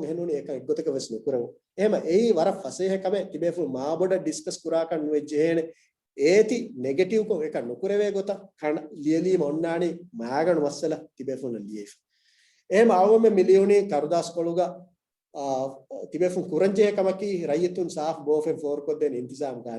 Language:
Divehi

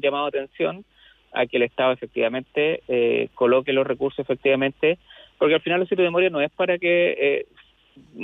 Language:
Spanish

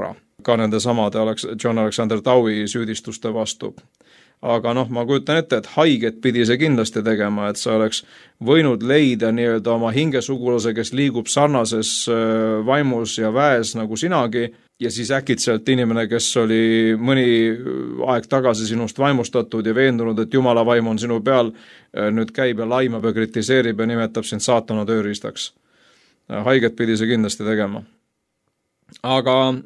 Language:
Estonian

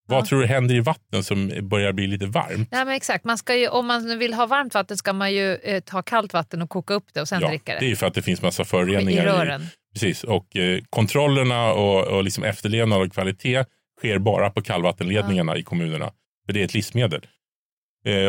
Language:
Swedish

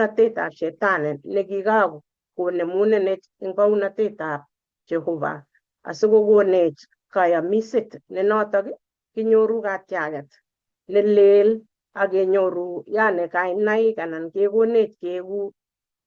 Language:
Kalenjin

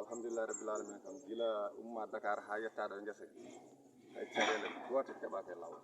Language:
Fula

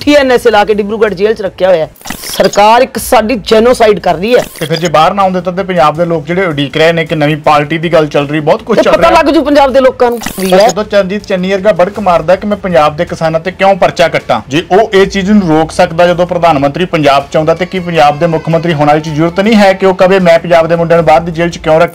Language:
Punjabi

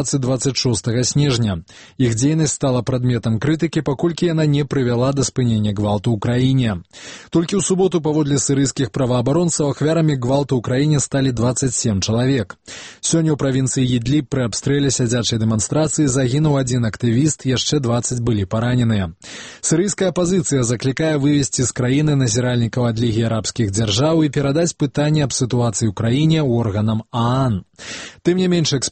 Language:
Belarusian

